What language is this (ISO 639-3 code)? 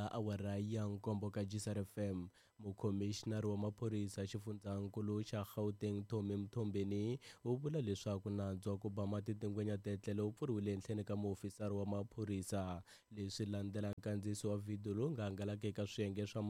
tso